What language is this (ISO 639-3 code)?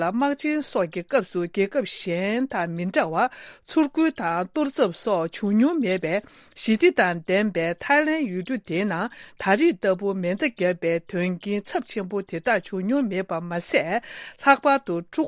bod